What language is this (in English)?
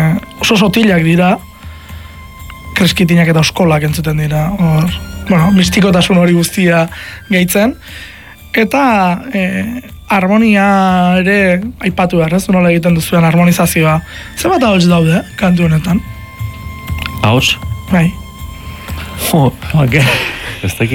Basque